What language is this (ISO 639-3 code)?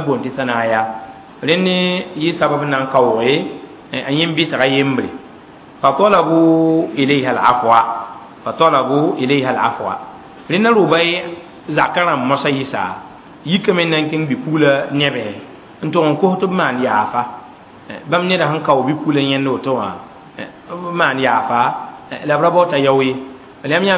mos